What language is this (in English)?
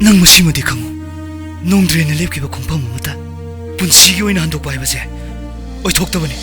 Manipuri